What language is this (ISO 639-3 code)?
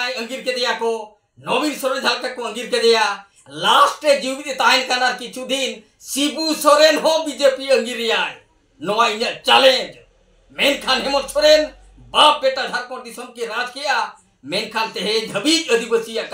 sat